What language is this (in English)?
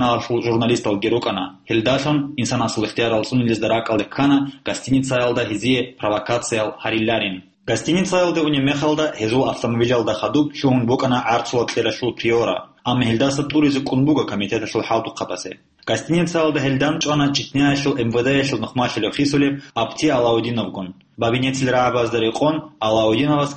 Avaric